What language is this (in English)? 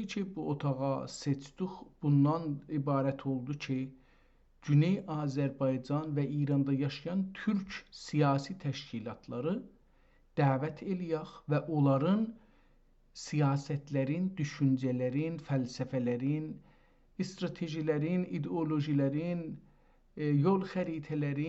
South Azerbaijani